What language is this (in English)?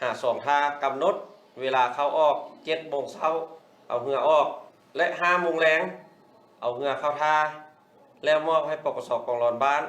Lao